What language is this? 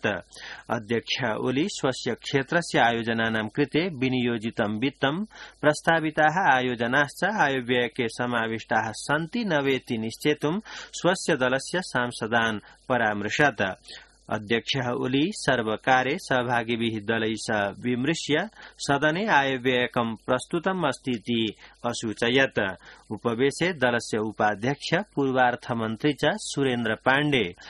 Sanskrit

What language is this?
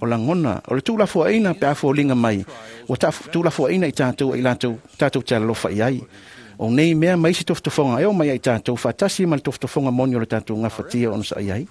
Samoan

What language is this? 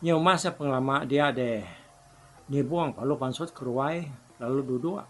Iban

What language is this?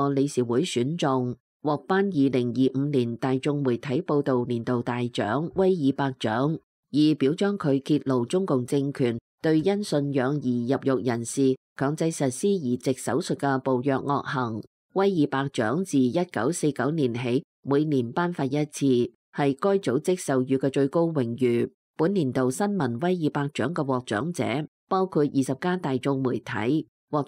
Cantonese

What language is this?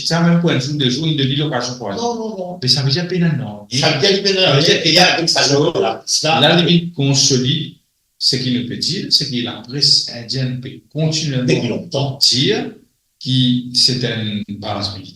Morisyen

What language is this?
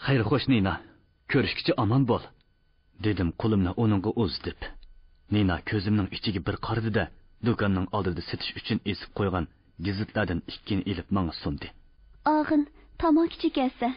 Uyghur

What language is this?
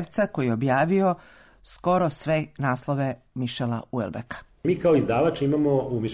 Serbian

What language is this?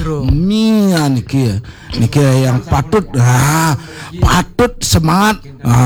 Balinese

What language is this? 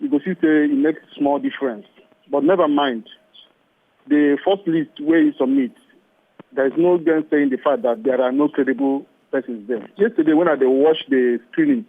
Nigerian Pidgin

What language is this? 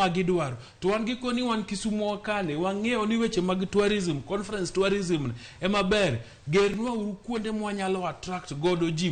Luo (Kenya and Tanzania)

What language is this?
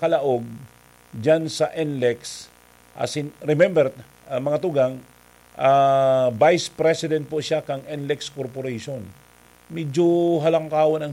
Bikol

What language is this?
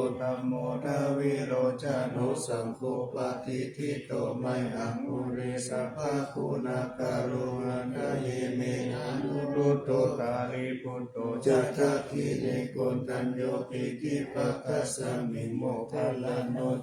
Pali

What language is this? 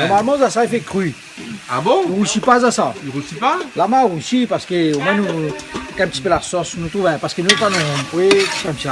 Réunion Creole French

